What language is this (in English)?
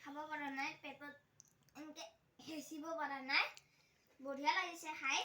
Assamese